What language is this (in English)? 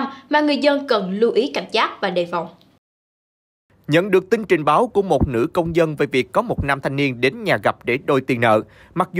Vietnamese